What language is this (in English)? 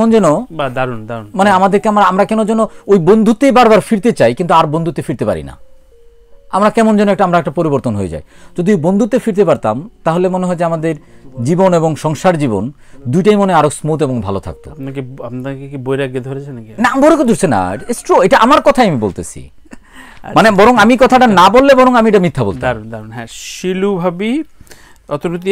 Bangla